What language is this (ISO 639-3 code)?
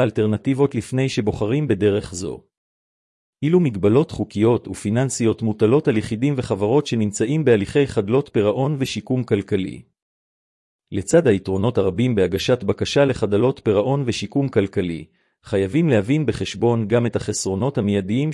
heb